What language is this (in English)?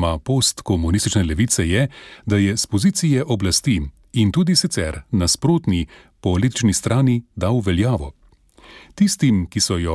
Slovenian